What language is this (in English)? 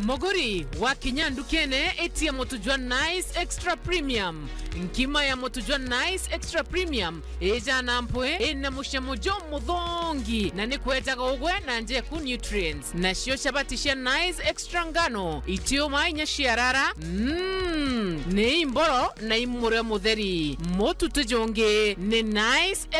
Meru